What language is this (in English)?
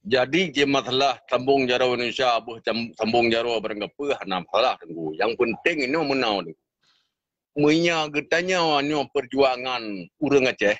Achinese